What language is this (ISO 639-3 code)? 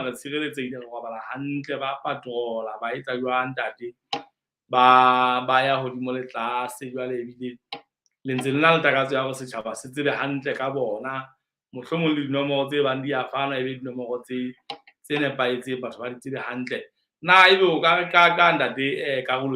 sot